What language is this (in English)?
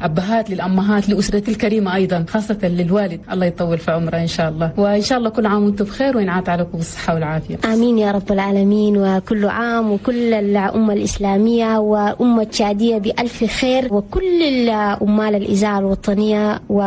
Chadian Arabic